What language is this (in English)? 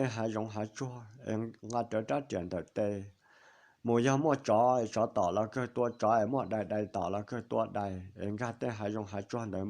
Hmong